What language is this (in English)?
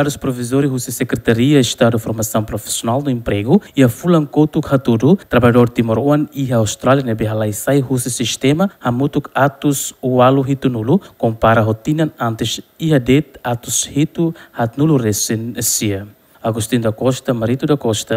Tetum